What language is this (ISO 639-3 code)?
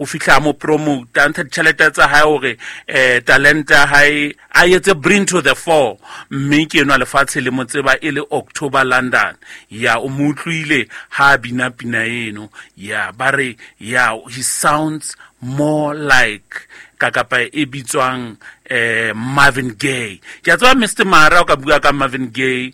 sot